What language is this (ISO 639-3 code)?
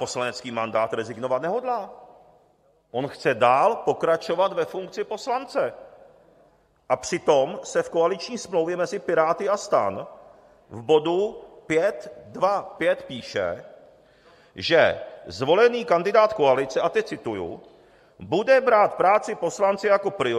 ces